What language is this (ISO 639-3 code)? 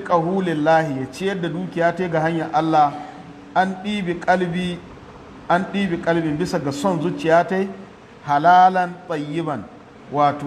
hau